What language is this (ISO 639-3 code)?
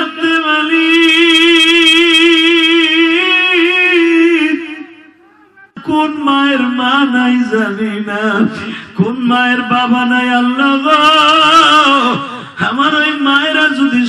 ben